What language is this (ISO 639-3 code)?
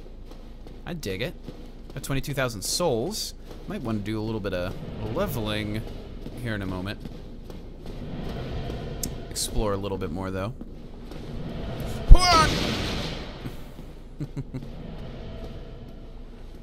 eng